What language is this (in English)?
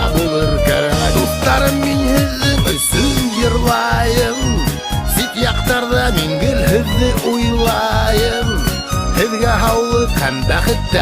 Bashkir